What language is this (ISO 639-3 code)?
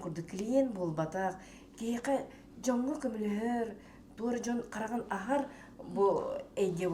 sah